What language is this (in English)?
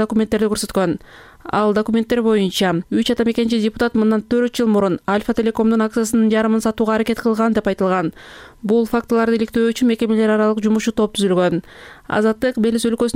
Kyrgyz